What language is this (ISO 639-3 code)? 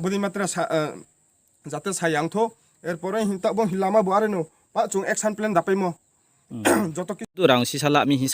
ria